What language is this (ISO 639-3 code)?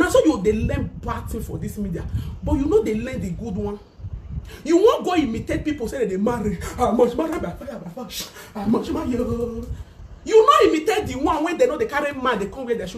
pcm